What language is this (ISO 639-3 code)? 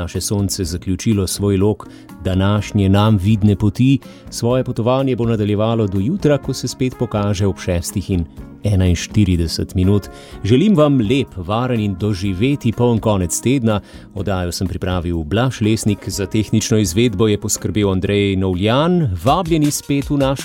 slv